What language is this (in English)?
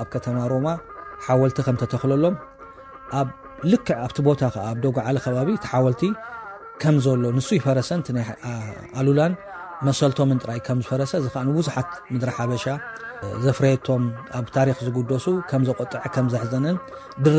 Tigrinya